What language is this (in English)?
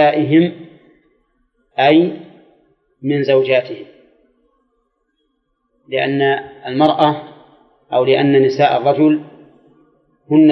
Arabic